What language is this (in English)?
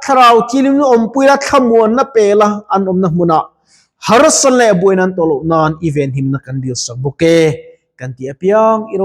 Mizo